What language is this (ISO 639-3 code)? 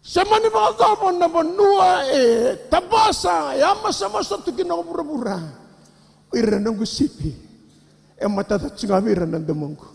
fij